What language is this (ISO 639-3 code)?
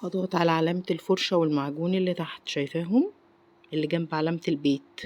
arz